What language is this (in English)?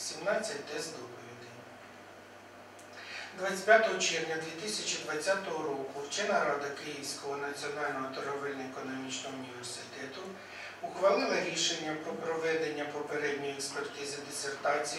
Ukrainian